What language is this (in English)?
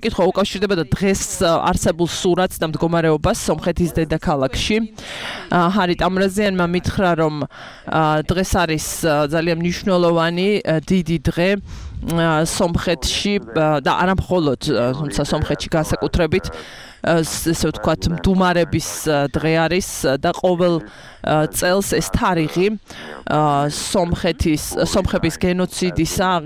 Georgian